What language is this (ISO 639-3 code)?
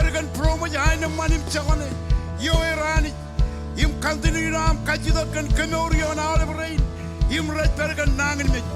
mah